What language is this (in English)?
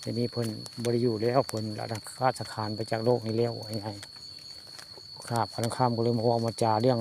Northeastern Thai